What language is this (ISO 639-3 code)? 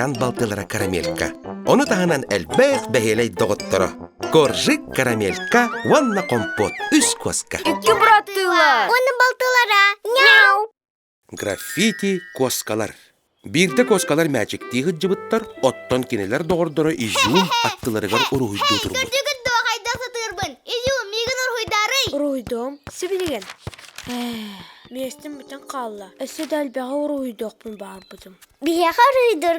sah